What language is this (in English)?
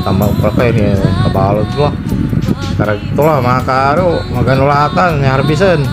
Pangasinan